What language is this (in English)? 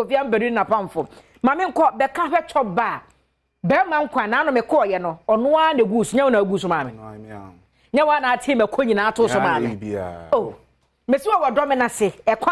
Akan